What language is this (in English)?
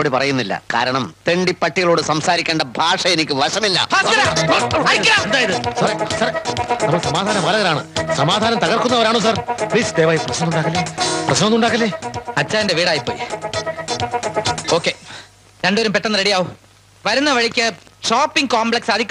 Malayalam